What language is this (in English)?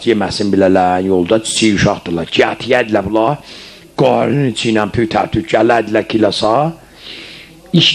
South Azerbaijani